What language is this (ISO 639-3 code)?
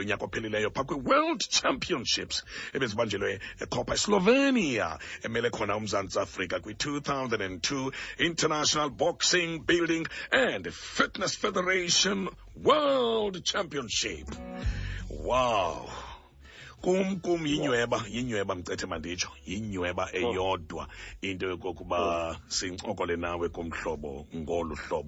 xho